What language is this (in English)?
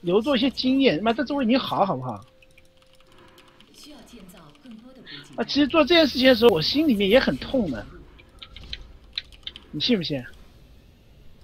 Chinese